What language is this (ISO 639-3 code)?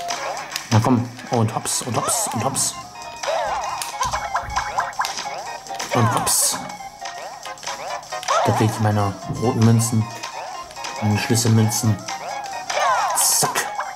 deu